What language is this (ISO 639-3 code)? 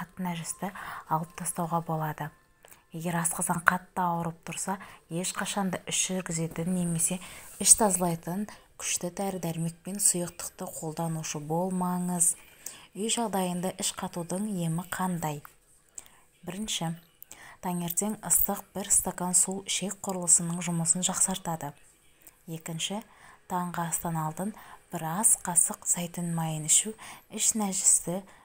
kaz